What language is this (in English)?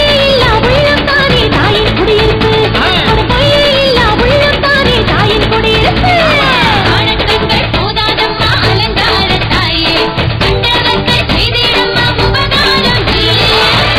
Tamil